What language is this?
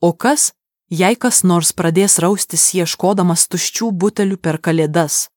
Lithuanian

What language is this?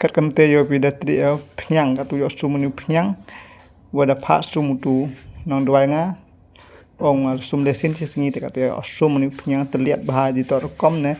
Khasi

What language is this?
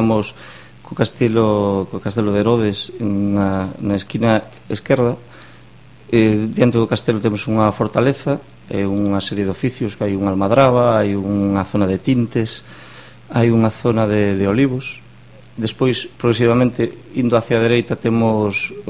Galician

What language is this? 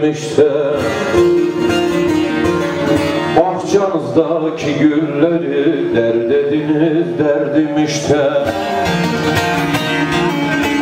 Turkish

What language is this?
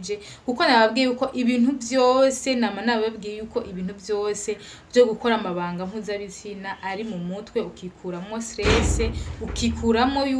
Rundi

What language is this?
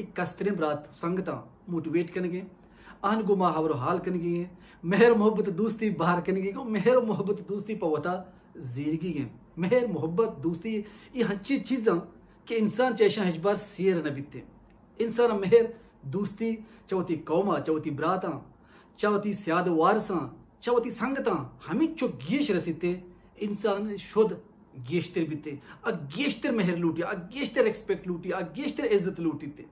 Baluchi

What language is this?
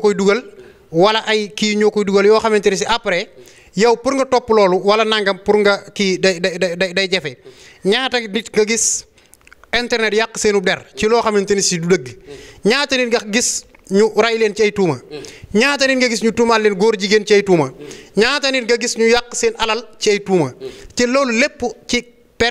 Wolof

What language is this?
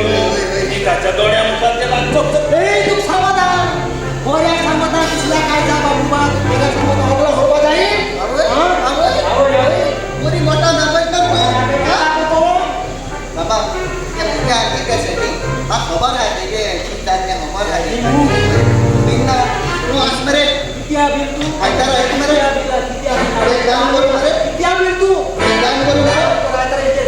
Konkani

